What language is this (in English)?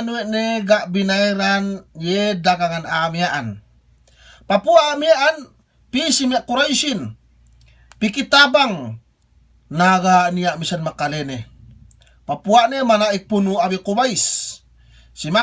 Yakan